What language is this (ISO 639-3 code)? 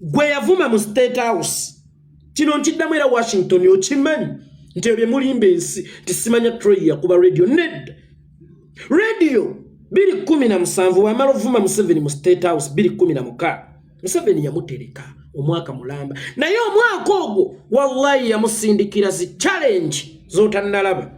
lug